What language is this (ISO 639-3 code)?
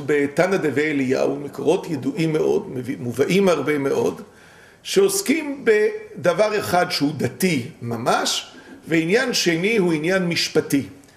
heb